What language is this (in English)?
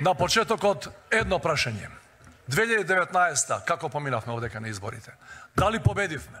Macedonian